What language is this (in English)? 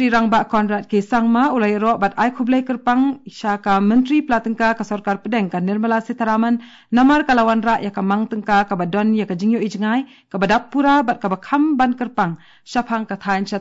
Khasi